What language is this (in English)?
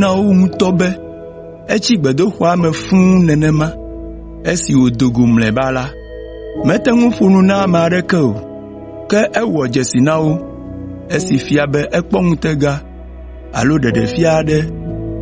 Ewe